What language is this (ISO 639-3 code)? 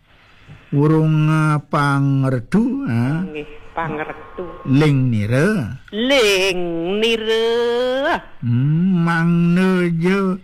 ban